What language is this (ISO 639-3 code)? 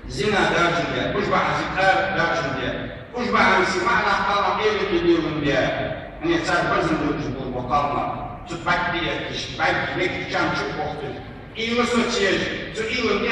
inh